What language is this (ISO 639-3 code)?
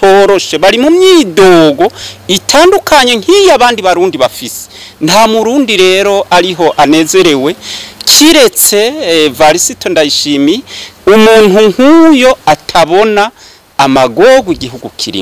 run